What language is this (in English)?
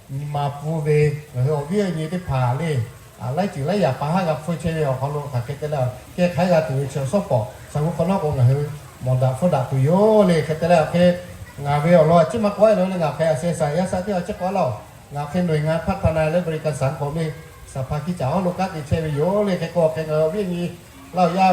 Lahu